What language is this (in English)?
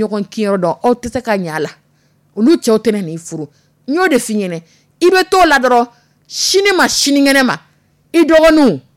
Dyula